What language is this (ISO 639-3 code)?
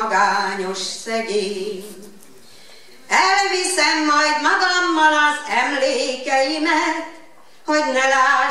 hun